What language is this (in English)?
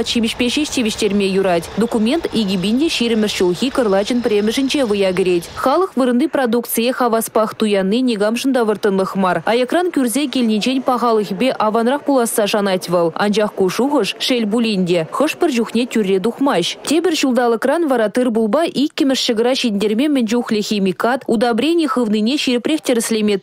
Chuvash